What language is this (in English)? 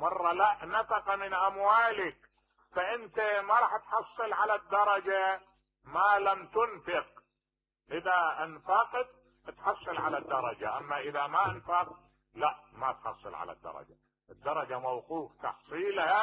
Mesopotamian Arabic